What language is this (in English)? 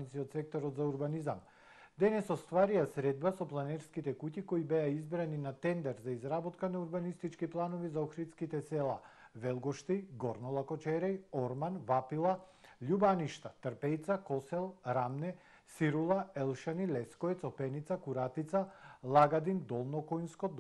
Macedonian